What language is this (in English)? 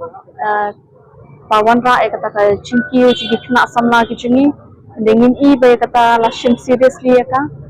Khasi